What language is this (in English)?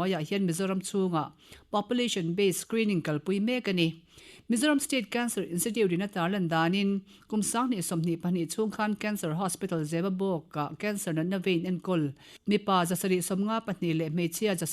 Mizo